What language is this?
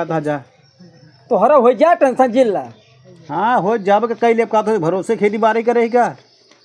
Awadhi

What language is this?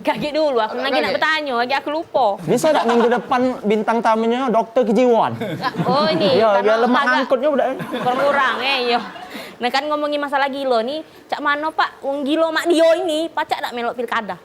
Musi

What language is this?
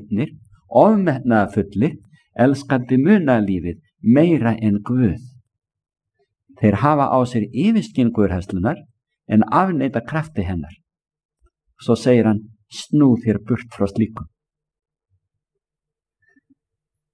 Icelandic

